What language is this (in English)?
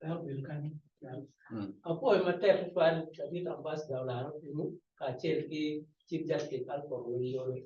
Acoli